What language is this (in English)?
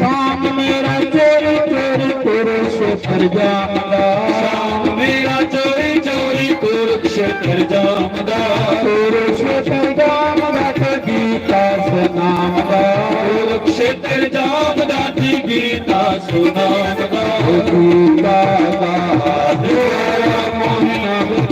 Dogri